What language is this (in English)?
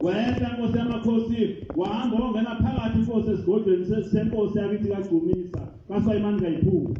Zulu